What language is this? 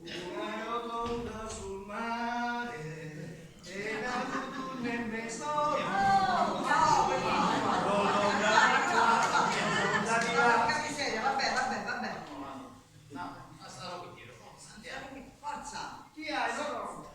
Sicilian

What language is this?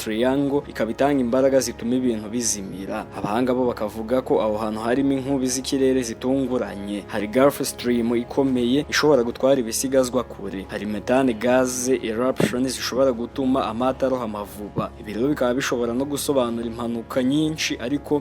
Kinyarwanda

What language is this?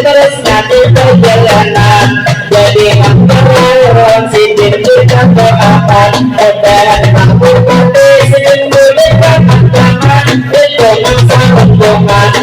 Banjar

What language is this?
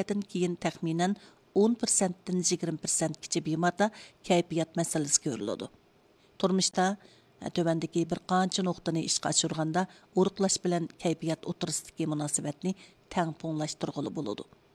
Uyghur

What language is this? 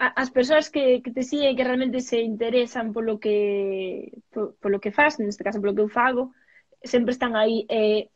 Galician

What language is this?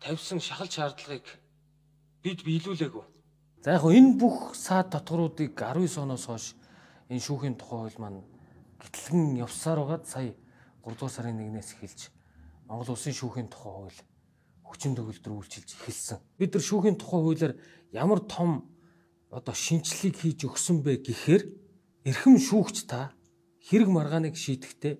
Mongolian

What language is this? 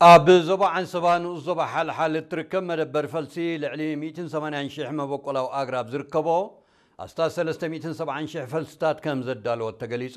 Tigrinya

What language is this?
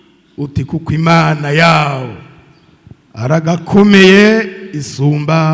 Rundi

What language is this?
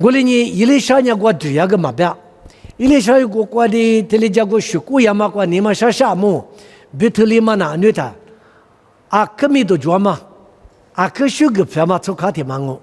Lisu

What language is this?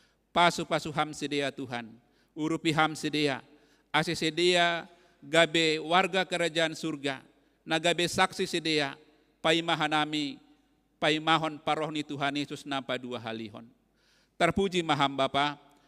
Batak Simalungun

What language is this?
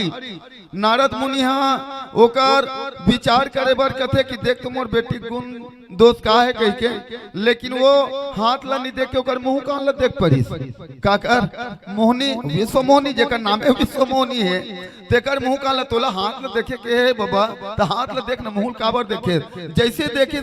Chhattisgarhi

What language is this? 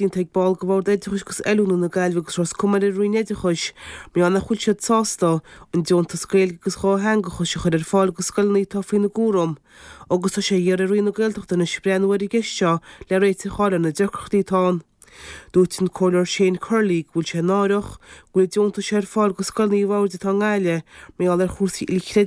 Irish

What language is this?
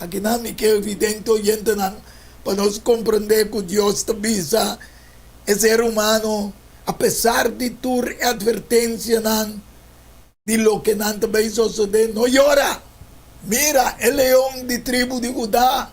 Papiamento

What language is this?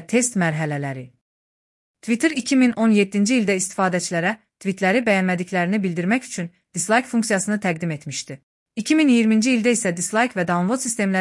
Azerbaijani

